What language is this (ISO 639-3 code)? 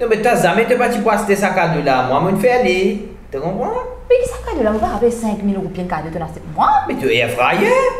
mfe